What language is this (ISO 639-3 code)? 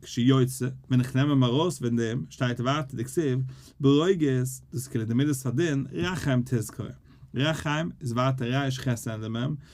yid